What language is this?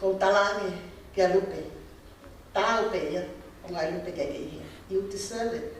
Tongan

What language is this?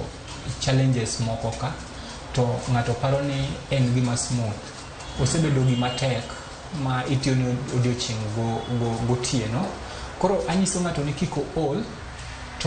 Luo (Kenya and Tanzania)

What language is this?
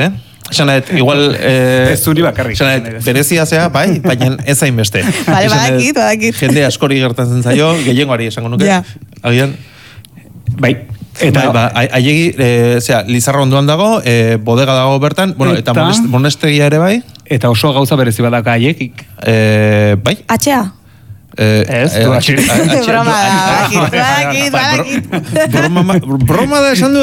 Basque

